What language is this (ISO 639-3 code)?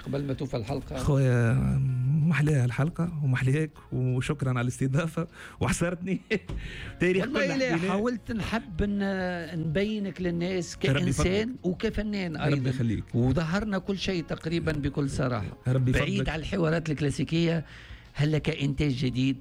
aeb